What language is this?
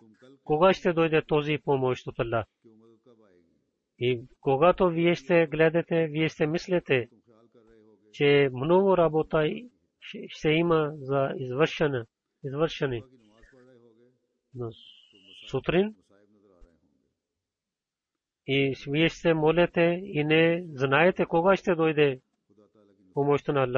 Bulgarian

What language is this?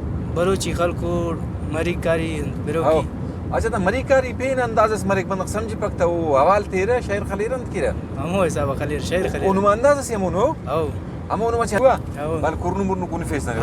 Brahui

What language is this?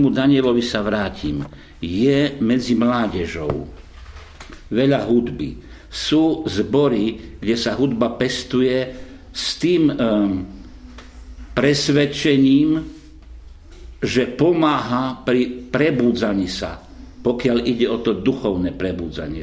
Slovak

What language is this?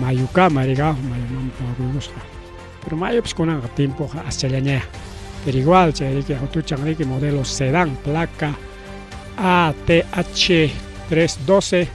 Ayacucho Quechua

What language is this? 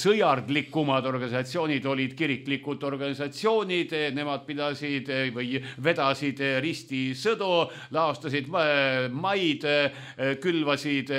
Estonian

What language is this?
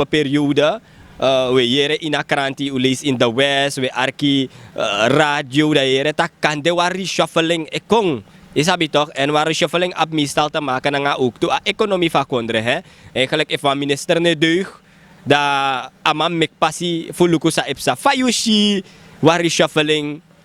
Sranan Tongo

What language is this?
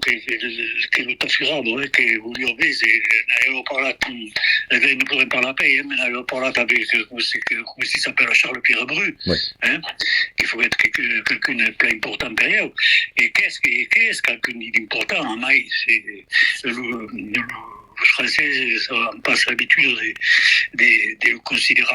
Occitan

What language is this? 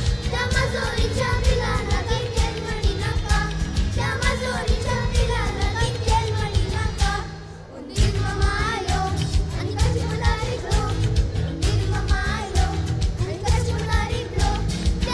Konkani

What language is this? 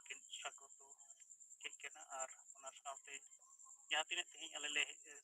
Santali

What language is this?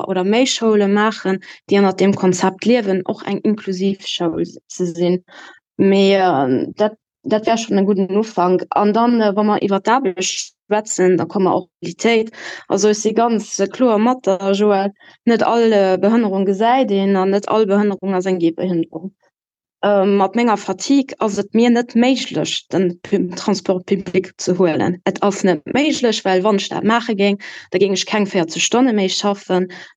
Luxembourgish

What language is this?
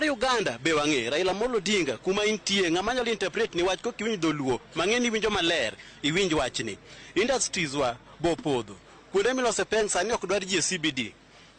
Luo (Kenya and Tanzania)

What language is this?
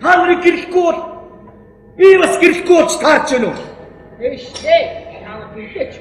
Mongolian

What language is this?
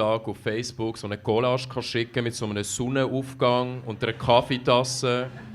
Swiss German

